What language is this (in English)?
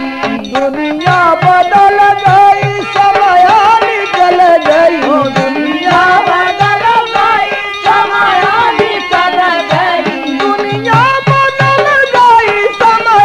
Bhojpuri